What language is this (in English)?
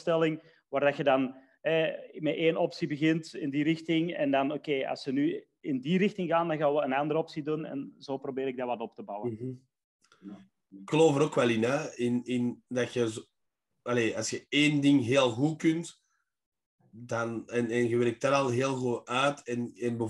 Dutch